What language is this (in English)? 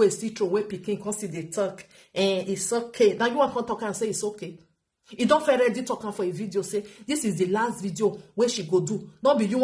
Nigerian Pidgin